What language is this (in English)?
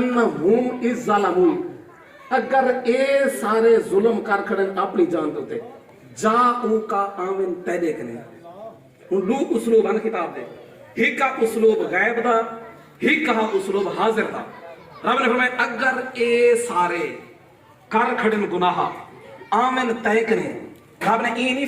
Saraiki